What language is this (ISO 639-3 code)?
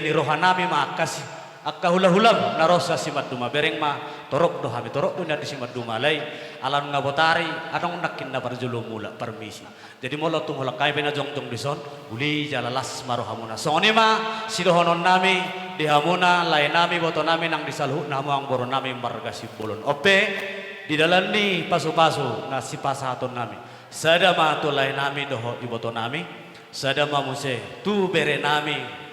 bbc